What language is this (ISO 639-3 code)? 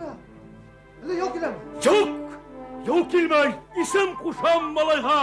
bak